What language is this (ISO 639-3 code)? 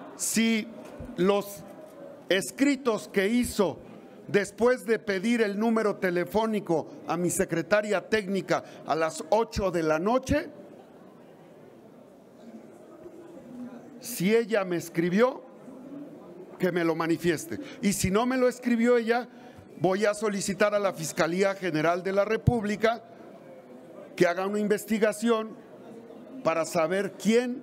spa